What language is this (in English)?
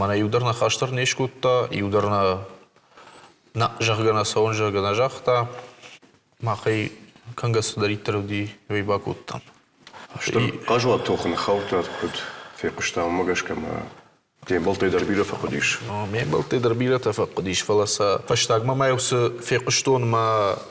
Ossetic